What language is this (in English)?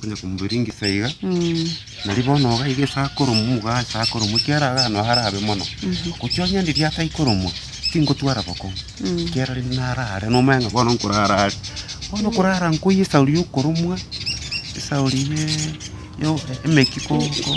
Gusii